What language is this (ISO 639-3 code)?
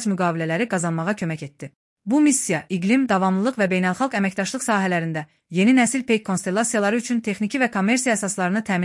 aze